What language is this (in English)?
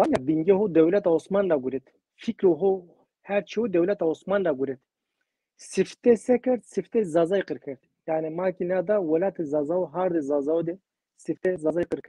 Zaza